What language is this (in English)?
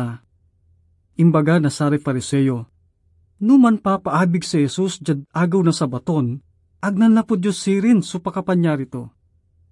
Pangasinan